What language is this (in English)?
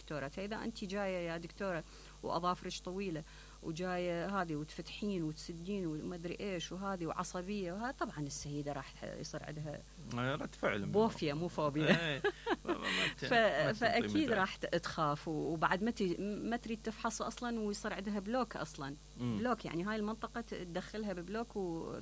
Mesopotamian Arabic